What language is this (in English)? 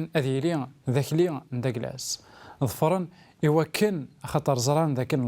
Kabyle